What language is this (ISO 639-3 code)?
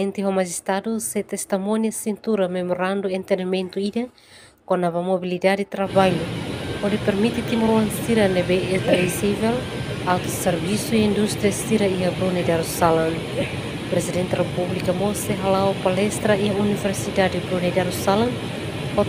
tet